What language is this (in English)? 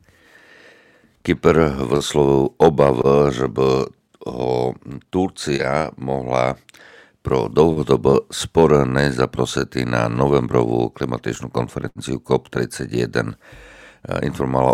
Slovak